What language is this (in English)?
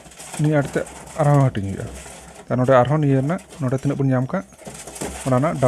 Santali